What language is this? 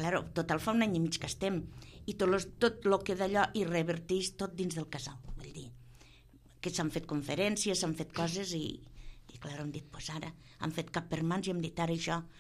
Catalan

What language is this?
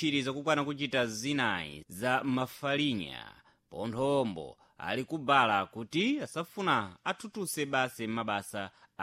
Sena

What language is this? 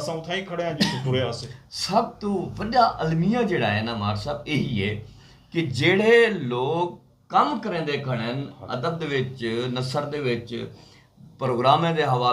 Saraiki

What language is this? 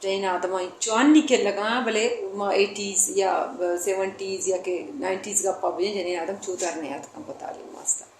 Brahui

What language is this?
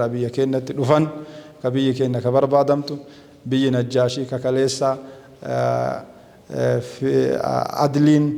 Oromo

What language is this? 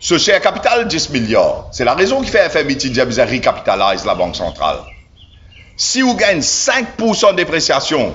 Morisyen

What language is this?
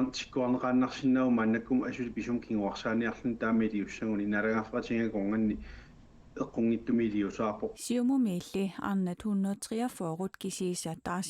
Kalaallisut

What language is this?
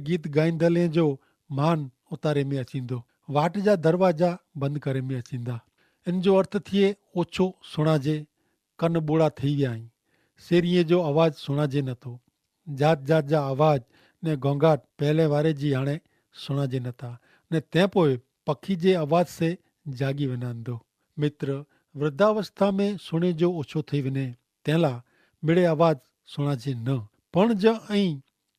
Kachhi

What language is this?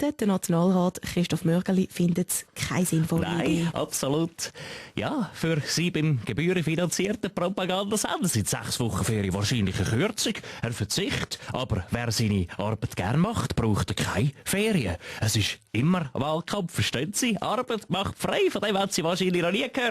Swiss German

